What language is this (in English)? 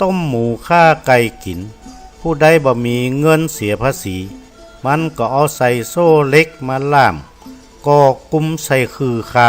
Northern Thai